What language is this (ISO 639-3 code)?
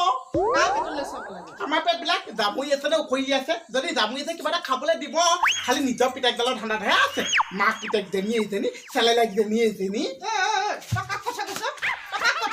asm